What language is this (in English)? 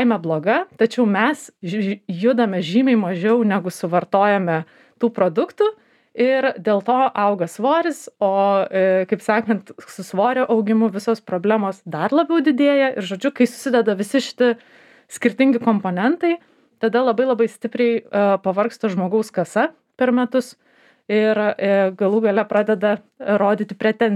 Lithuanian